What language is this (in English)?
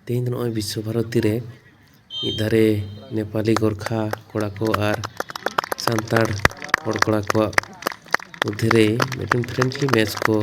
Santali